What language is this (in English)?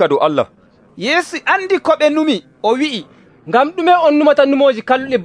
Nigerian Fulfulde